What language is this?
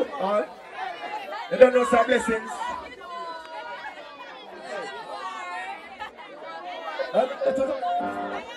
English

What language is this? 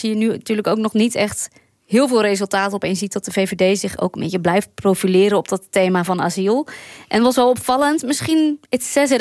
Dutch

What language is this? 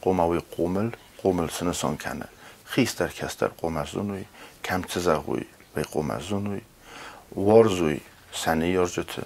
Ossetic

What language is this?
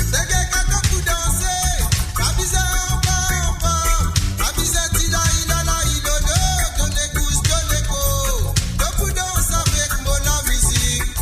Morisyen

